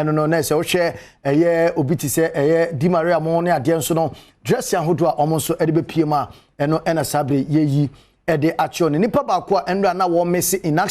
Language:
Akan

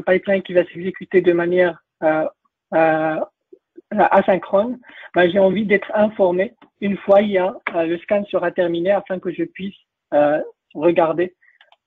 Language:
French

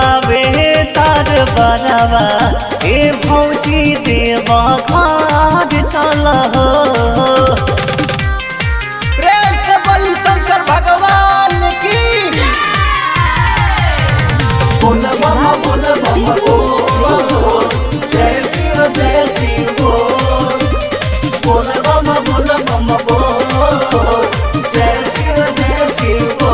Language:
Bhojpuri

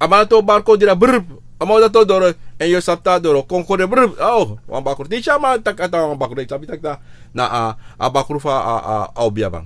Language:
Sranan Tongo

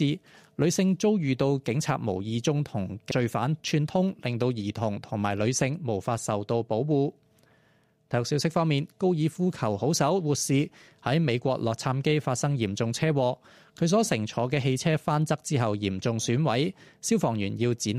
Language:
Cantonese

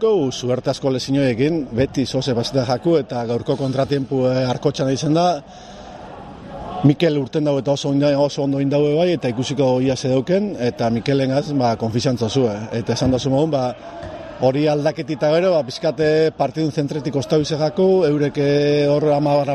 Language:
Basque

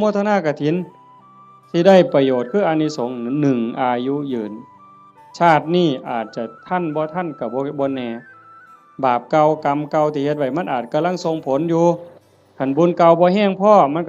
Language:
Northeastern Thai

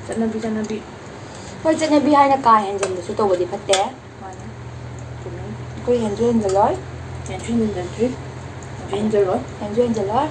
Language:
Manipuri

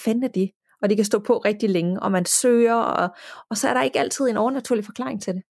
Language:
Danish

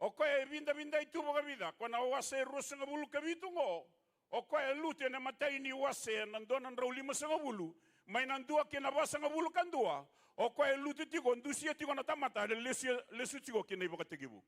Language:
Fijian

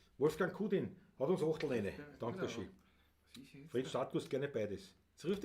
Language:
Bavarian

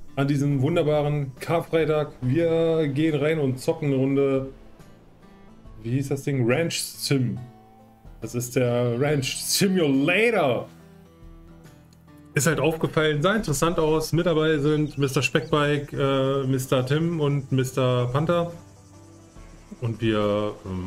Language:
German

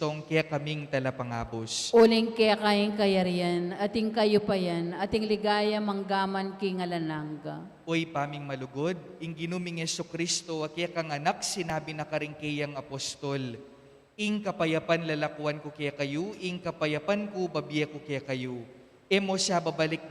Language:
Pampanga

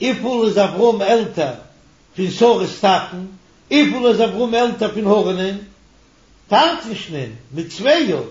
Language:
Yiddish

